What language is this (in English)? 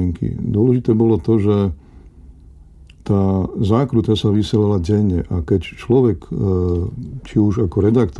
Slovak